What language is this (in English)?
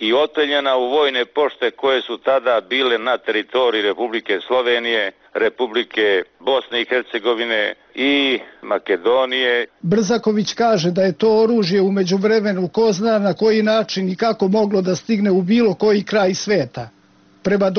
Serbian